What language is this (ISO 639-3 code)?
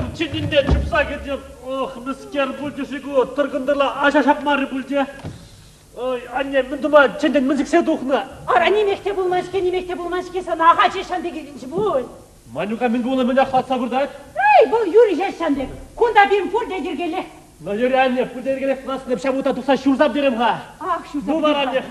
chv